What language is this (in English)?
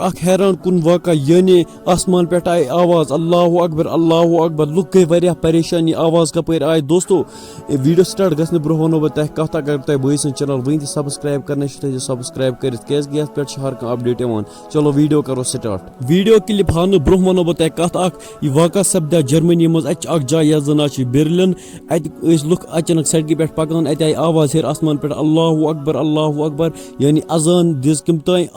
Kashmiri